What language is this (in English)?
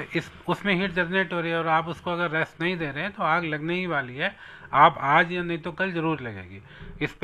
Hindi